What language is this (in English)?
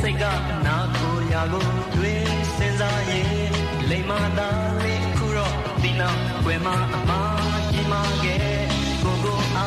Burmese